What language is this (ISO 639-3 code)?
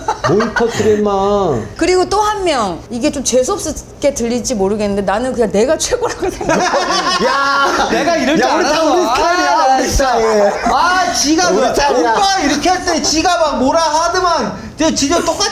kor